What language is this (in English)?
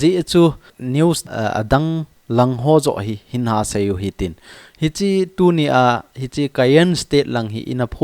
Thado Chin